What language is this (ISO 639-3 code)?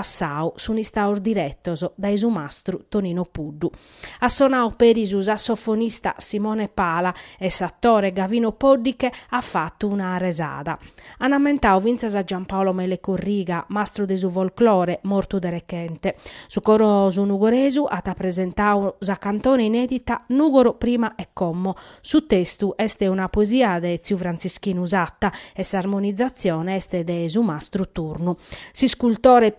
srd